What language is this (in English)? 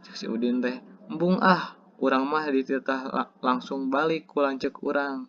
Sundanese